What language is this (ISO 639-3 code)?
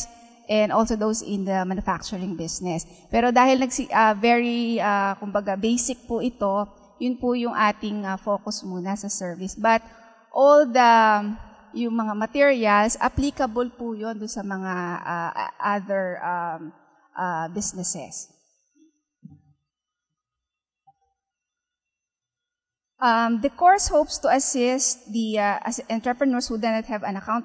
fil